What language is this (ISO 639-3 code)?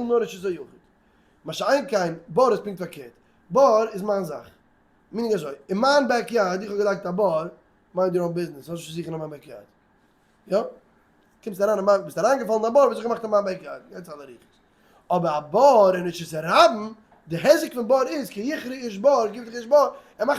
yid